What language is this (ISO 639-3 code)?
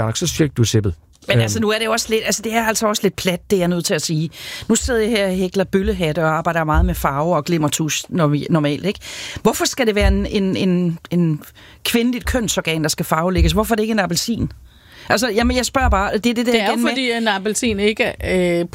dan